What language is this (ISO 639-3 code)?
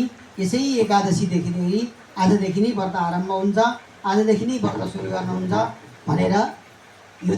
nep